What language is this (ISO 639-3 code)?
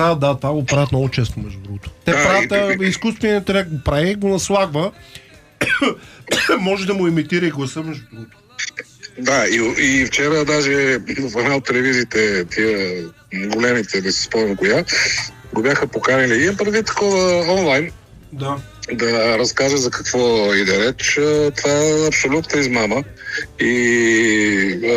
bul